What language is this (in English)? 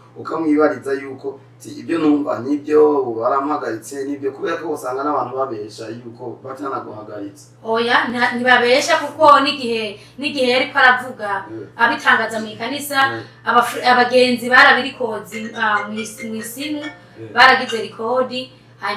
Rundi